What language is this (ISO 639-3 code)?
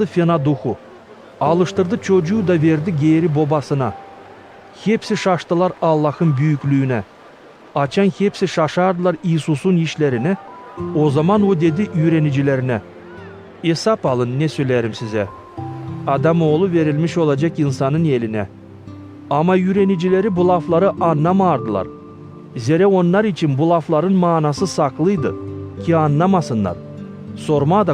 gag